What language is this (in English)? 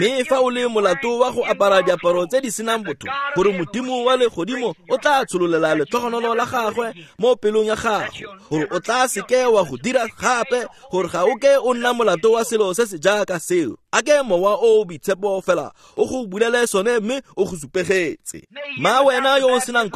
Tswana